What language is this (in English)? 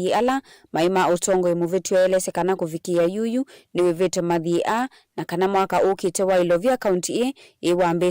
Kamba